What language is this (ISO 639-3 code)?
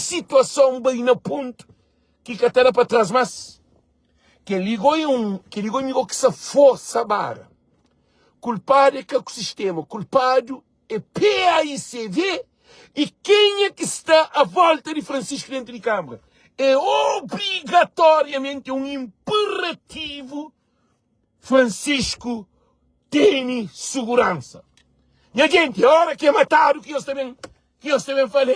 kea